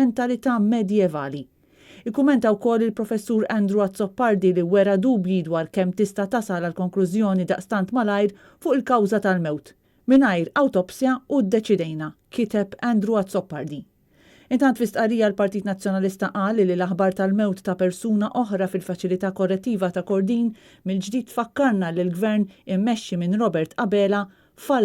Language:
Maltese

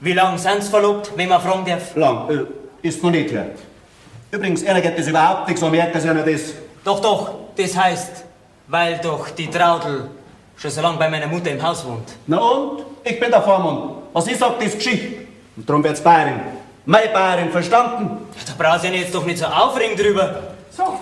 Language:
Bavarian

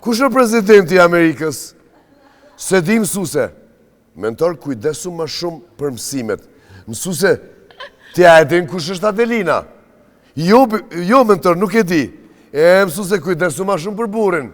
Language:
Albanian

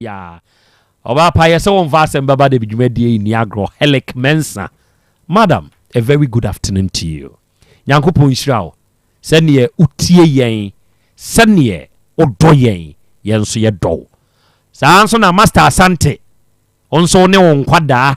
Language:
Akan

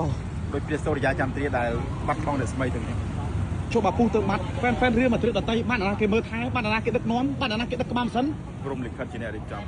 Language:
Khmer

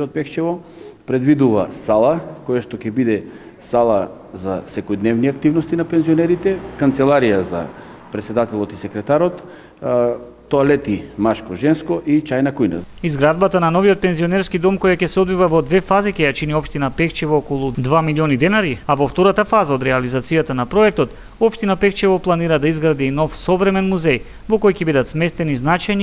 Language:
Macedonian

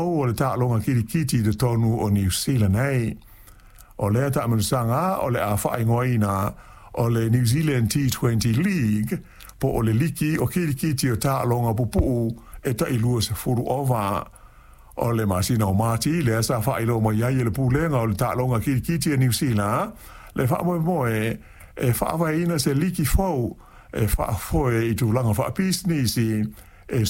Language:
Samoan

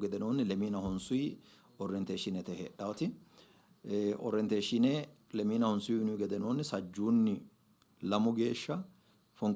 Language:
Sidamo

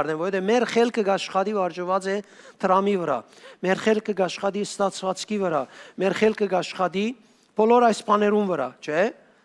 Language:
Western Armenian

